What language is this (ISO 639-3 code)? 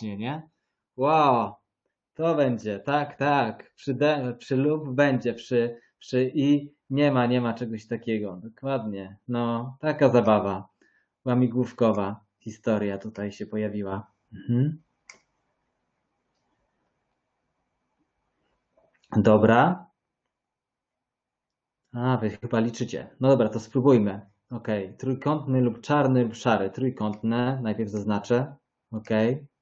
pol